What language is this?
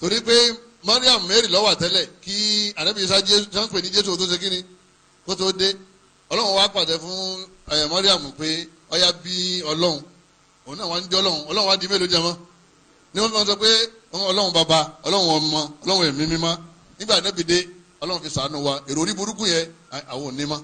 Yoruba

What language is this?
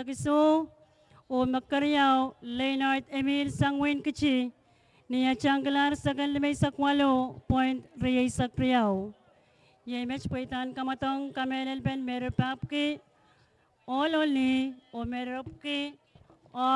Pohnpeian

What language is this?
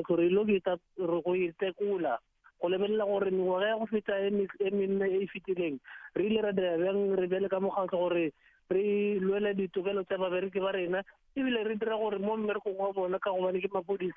Northern Sotho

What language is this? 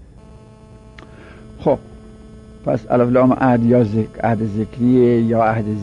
Persian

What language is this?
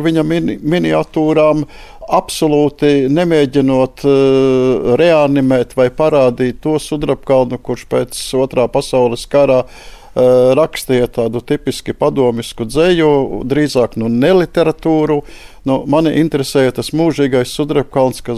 Latvian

